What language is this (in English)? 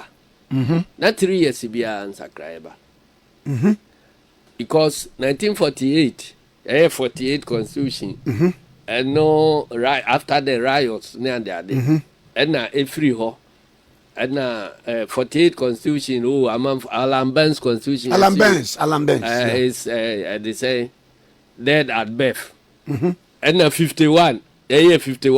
Akan